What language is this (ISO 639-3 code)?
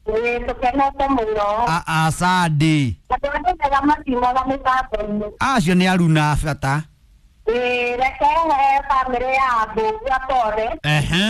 kik